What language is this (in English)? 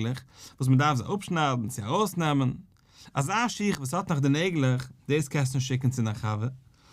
Yiddish